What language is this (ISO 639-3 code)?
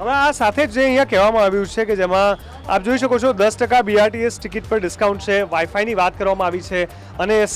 guj